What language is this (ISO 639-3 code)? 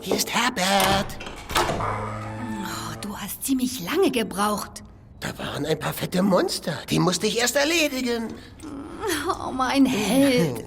gsw